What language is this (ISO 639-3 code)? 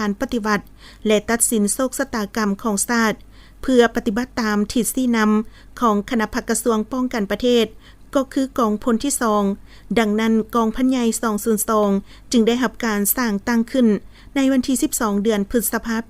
lao